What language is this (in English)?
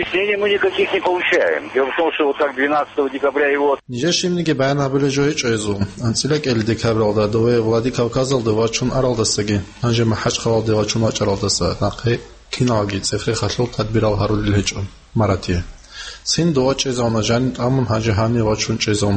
Avaric